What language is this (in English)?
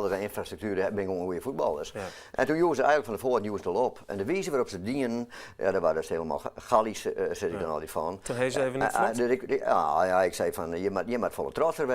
Western Frisian